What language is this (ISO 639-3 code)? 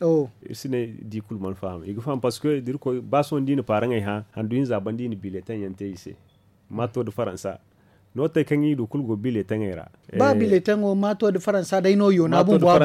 dje